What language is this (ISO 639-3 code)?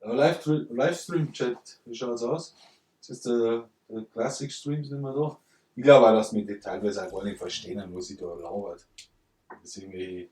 bar